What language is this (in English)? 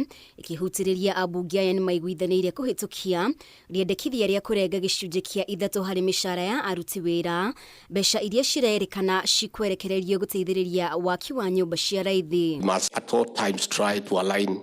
Kikuyu